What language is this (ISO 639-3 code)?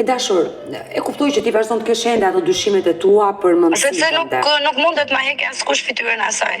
sqi